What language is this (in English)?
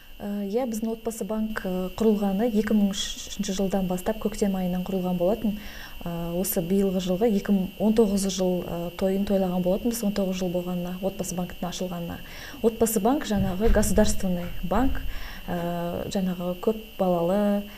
Kazakh